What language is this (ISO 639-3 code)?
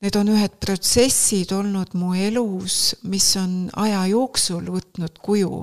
est